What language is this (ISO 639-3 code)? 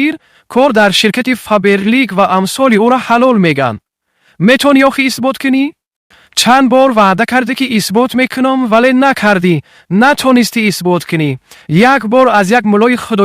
tgk